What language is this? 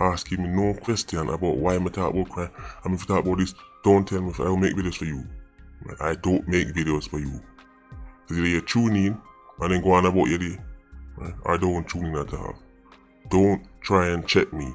Jamaican Creole English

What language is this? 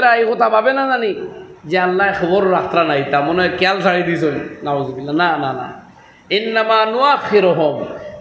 Sylheti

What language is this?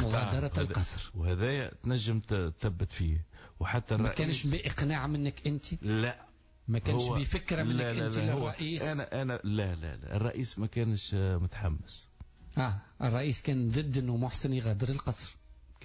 Tunisian Arabic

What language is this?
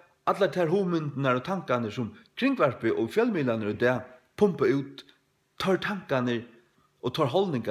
Faroese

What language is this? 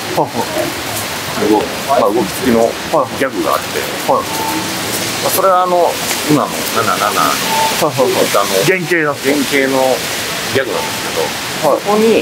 Japanese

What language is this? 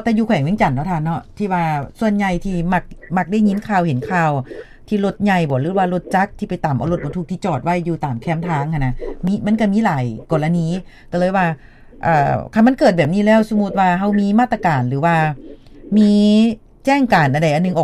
Lao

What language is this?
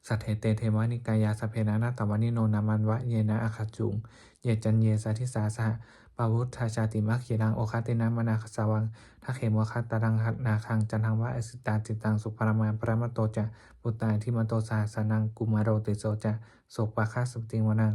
Pali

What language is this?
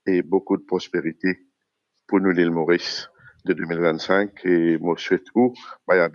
Morisyen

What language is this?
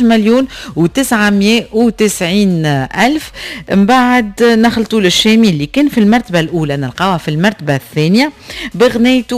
Tunisian Arabic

